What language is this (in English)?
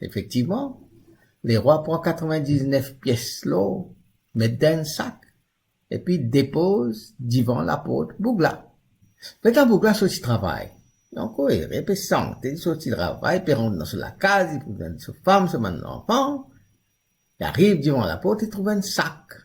Morisyen